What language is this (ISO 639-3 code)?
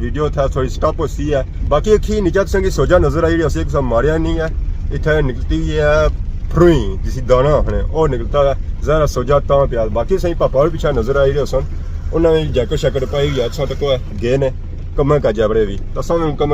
phr